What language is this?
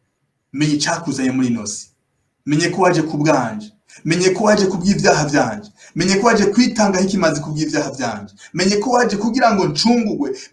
Rundi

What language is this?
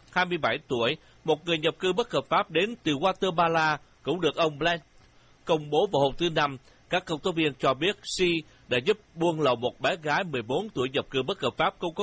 Vietnamese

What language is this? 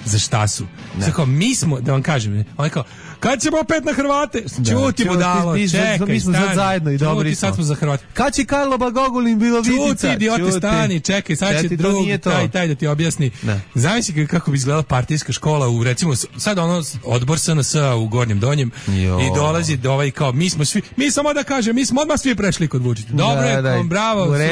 Serbian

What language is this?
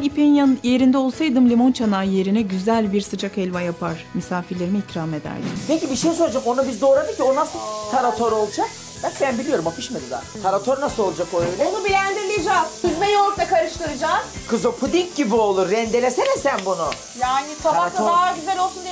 Turkish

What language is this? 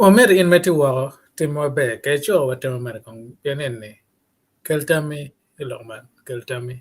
Acoli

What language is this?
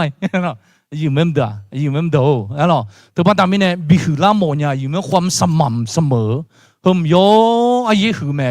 Akha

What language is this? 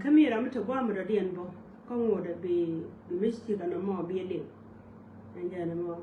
Nuer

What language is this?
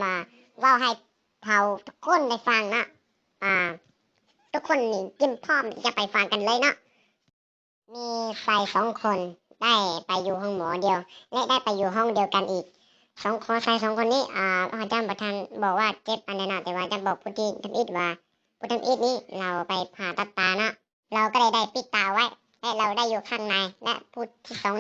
Lao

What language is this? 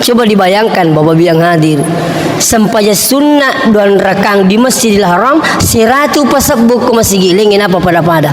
Buginese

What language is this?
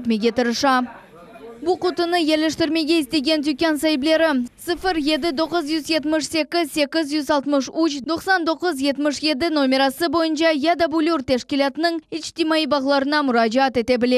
Crimean Tatar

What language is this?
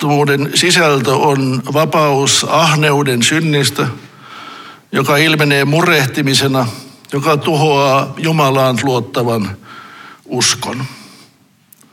Finnish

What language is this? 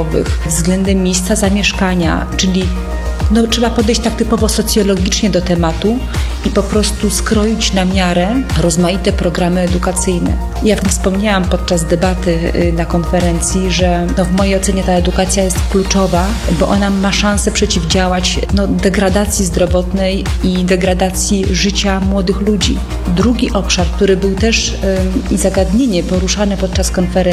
Polish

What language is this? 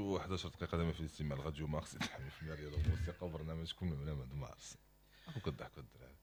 Moroccan Arabic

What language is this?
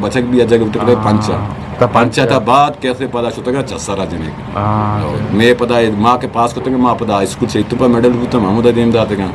Eastern Balochi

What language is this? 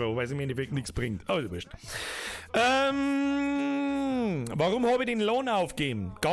Bavarian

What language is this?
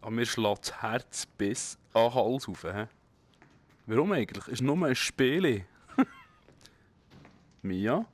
Swiss German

